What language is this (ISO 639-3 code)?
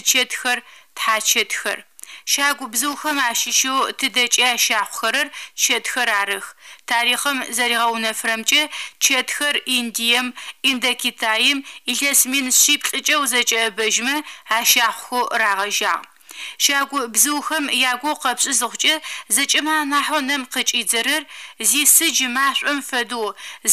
ady